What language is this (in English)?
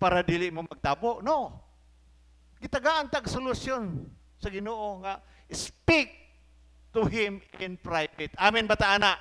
Cebuano